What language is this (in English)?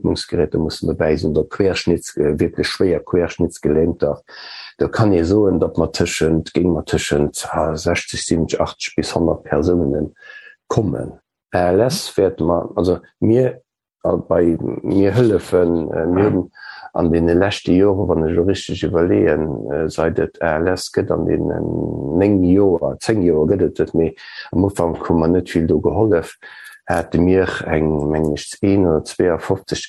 Luxembourgish